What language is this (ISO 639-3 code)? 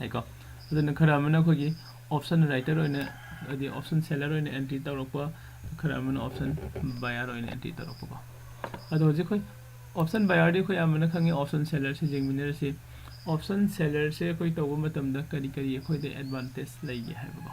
mni